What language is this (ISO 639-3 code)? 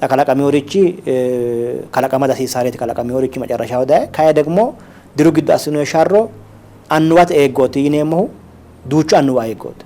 sid